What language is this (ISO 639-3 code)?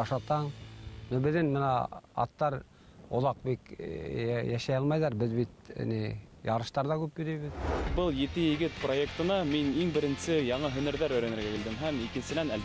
bak